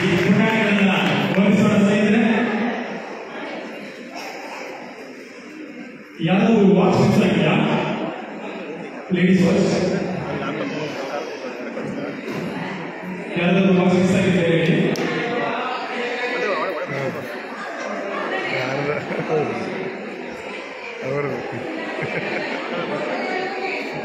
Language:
Kannada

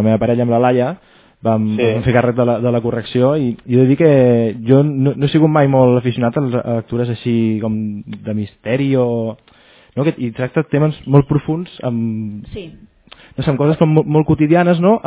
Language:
Catalan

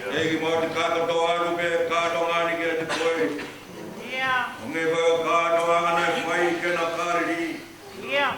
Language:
Tongan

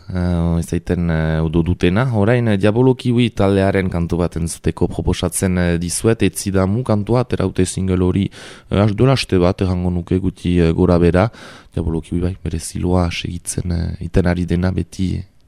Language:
Basque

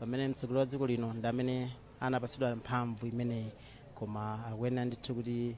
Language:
Nyanja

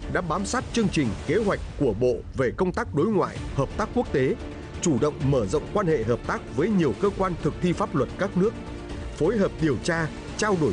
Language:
Vietnamese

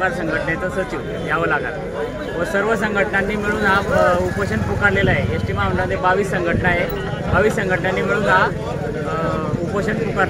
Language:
Marathi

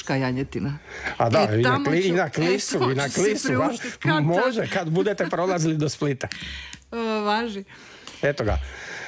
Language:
Croatian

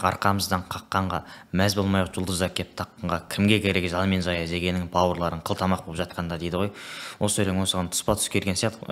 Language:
Kazakh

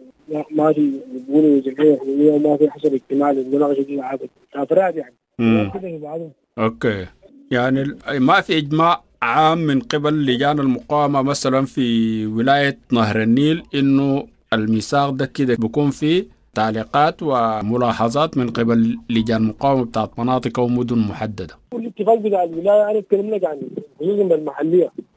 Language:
Sudanese Arabic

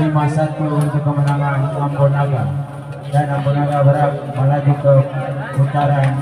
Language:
Ambonese Malay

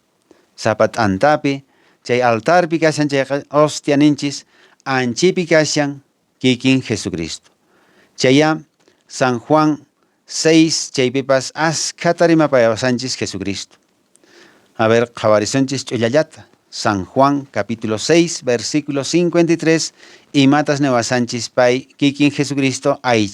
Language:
Quechua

